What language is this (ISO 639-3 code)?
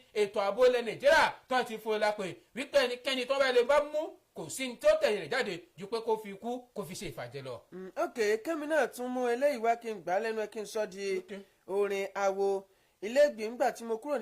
yor